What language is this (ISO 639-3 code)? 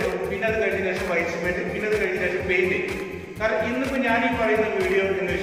mal